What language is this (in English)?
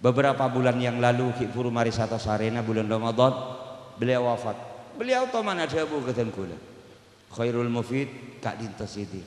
Madurese